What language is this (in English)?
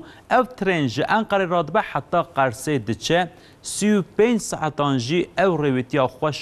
Kurdish